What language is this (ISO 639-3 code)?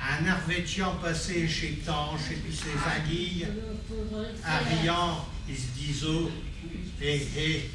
pcd